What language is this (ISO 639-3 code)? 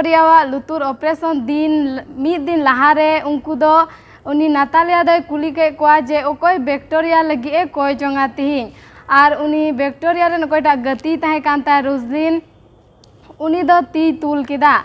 sat